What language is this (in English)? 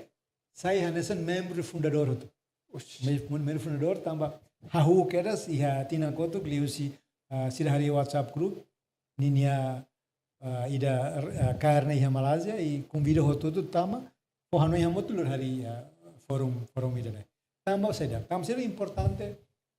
Tetum